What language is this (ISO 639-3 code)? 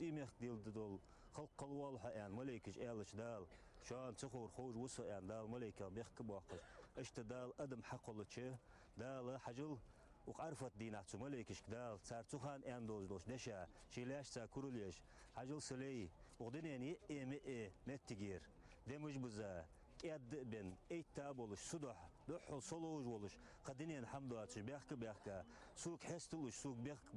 inh